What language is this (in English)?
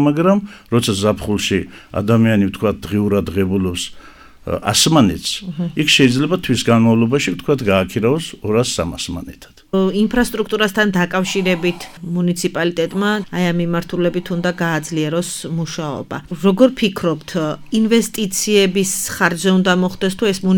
Georgian